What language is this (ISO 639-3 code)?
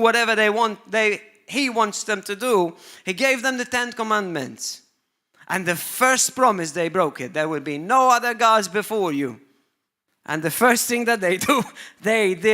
eng